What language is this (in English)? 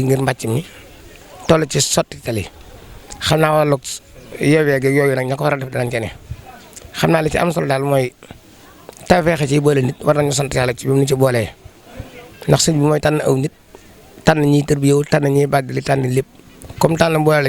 Wolof